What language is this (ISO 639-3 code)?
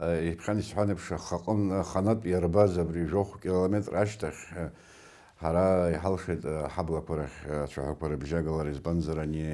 abk